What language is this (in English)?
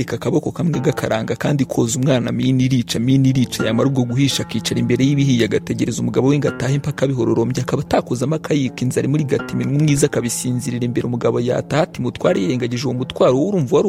Kinyarwanda